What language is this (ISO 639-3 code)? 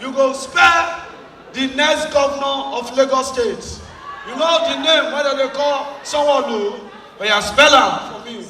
pcm